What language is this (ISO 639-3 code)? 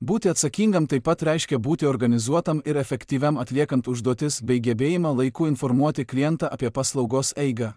lit